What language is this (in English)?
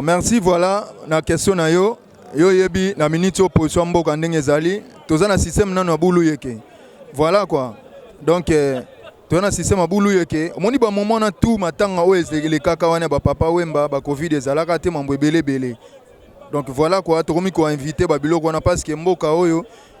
Lingala